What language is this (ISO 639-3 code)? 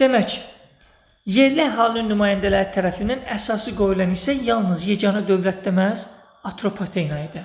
aze